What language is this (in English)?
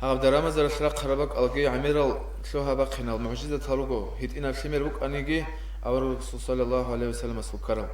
Avaric